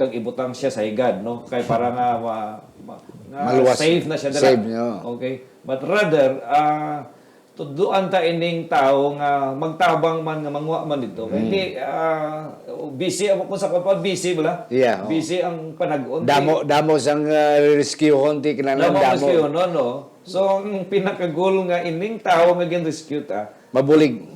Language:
Hiligaynon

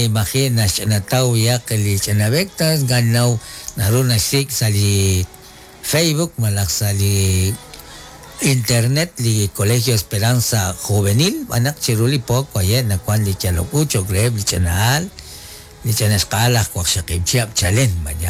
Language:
Kekchí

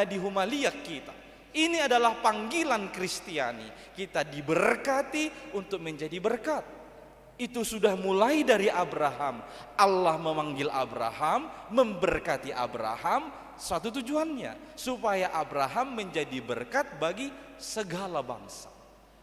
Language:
Batak Toba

